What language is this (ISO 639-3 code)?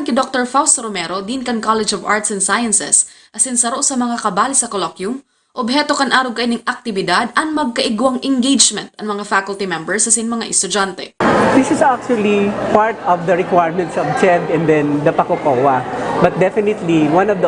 bik